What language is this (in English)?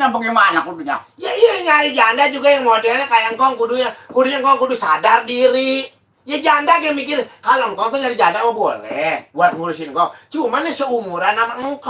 Betawi